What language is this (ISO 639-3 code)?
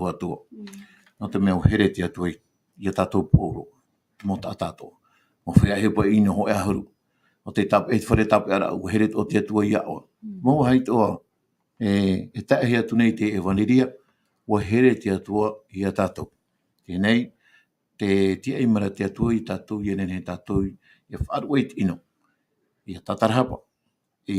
tah